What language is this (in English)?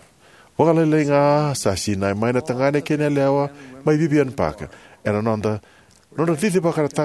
Fijian